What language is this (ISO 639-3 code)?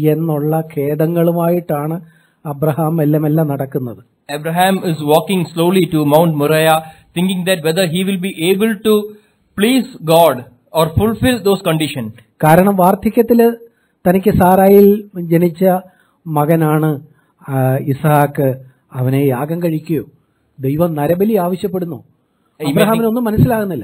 mal